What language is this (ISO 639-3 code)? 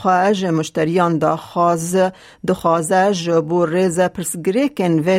kur